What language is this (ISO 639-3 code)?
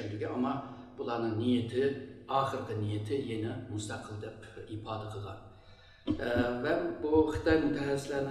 uig